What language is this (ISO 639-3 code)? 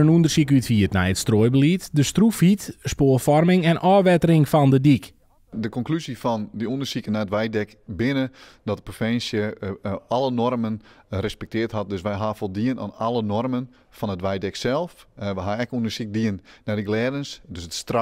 fry